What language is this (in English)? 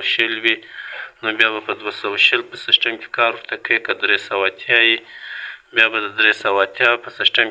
Pashto